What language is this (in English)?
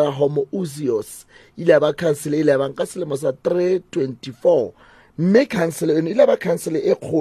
Southern Sotho